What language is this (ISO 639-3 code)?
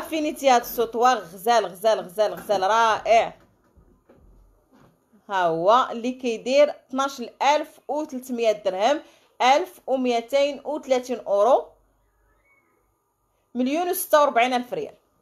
ary